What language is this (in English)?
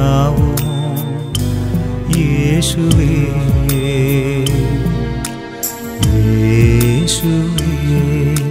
Malayalam